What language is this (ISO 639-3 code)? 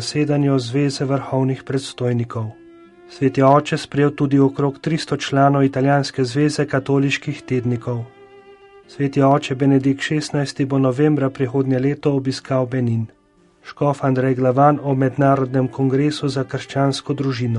slv